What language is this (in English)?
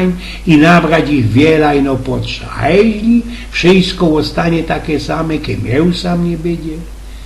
Silesian